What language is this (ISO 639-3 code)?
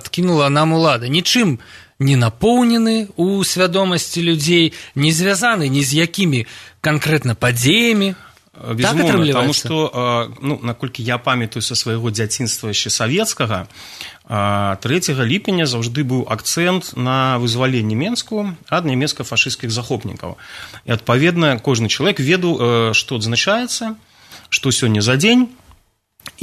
bel